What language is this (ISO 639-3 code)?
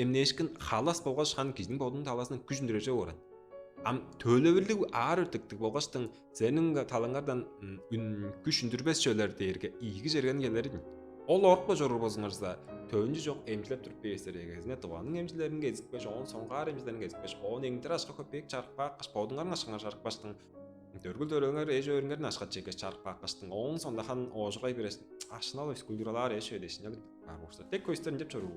tyv